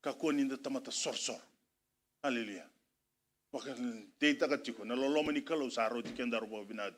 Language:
Fijian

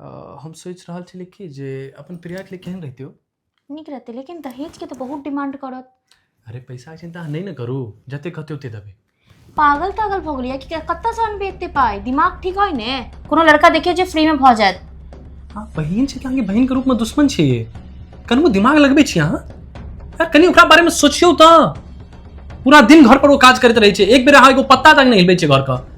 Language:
Maithili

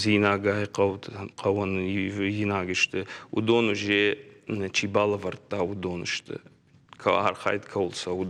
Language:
Ossetic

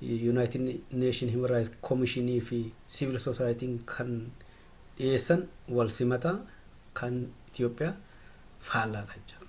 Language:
Oromo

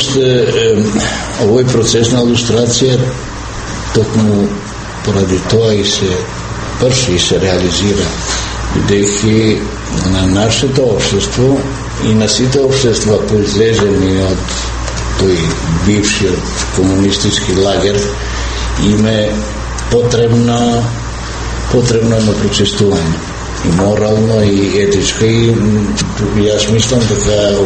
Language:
Macedonian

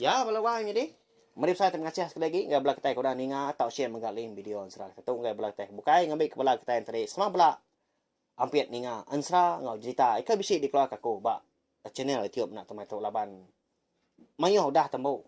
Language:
Iban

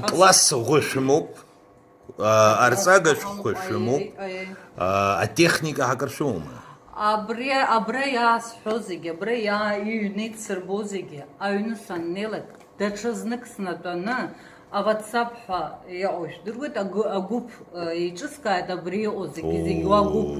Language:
Abkhazian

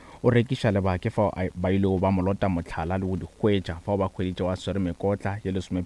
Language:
Northern Sotho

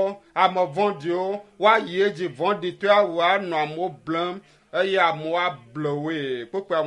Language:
Ewe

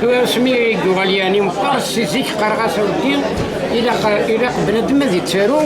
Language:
Kabyle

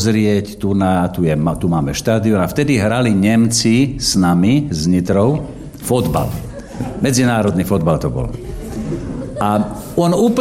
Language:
Slovak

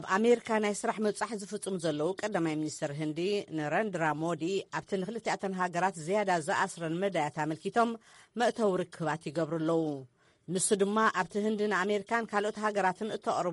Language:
Tigrinya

